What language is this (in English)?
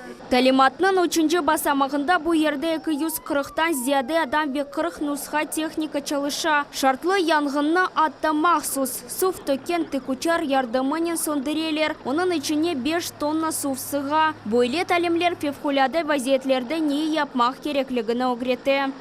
Crimean Tatar